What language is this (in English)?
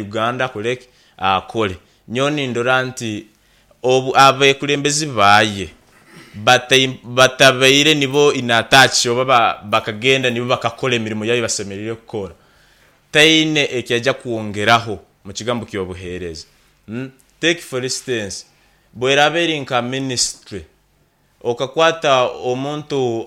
Nyankole